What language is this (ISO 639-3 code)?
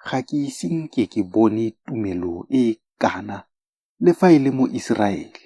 tsn